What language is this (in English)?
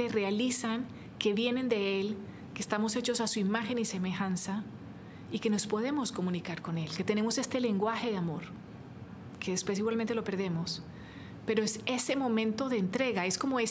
Spanish